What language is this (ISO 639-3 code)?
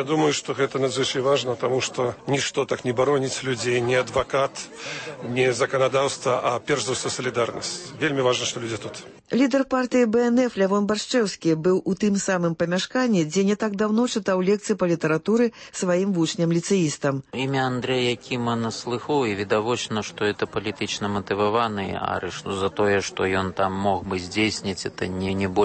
bel